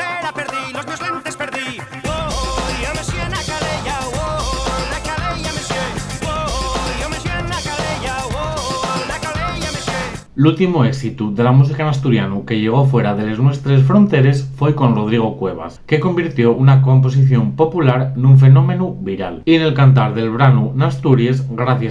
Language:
Asturian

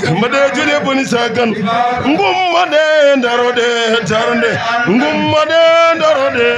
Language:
Fula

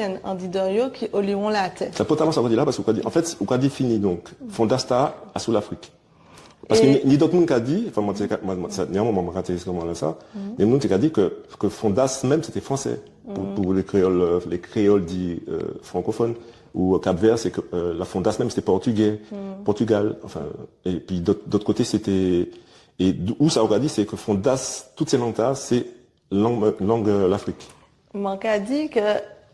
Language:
Guadeloupean Creole French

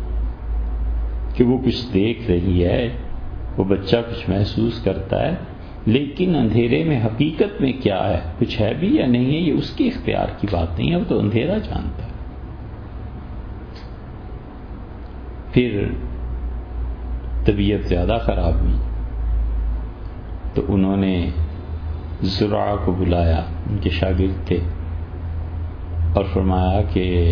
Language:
Urdu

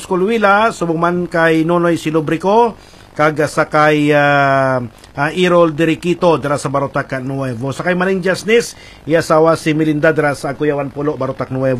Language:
Hiligaynon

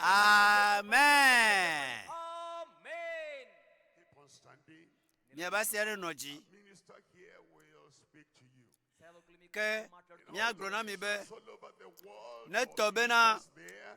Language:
Ewe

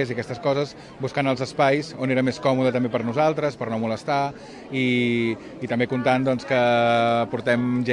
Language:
Catalan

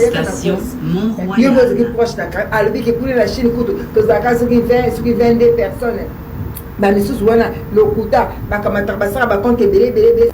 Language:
Lingala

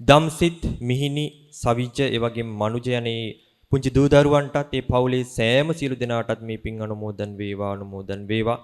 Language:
Sinhala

